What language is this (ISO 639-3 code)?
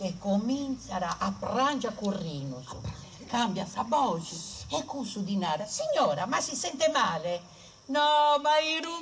srd